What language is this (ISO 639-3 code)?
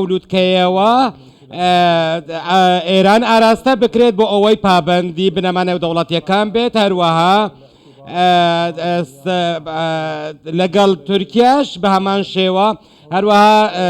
ckb